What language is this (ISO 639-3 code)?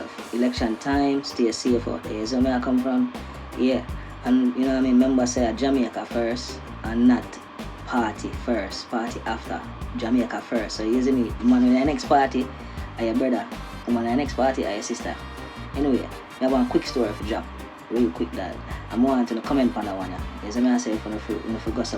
jam